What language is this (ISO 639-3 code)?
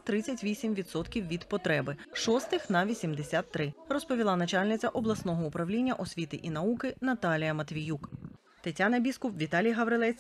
ukr